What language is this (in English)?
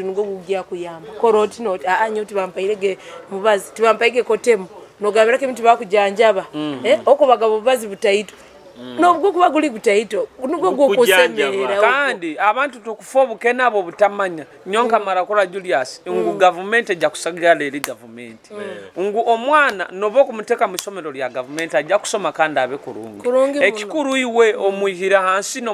Nyoro